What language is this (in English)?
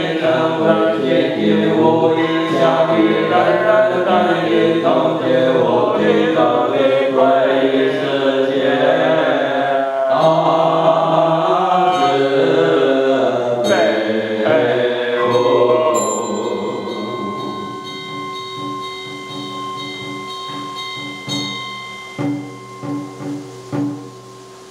Chinese